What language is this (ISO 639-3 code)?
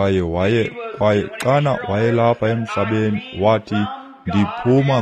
xho